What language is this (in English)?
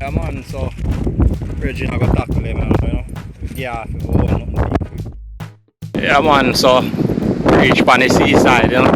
Jamaican Creole English